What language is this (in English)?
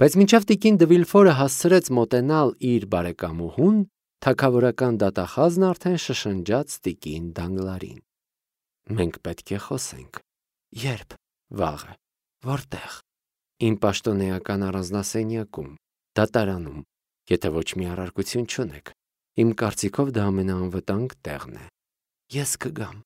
Armenian